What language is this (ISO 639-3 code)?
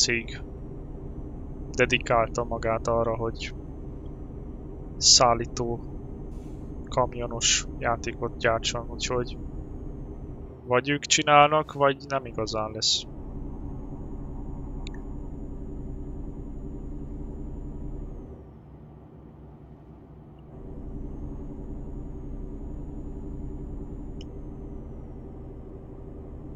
hun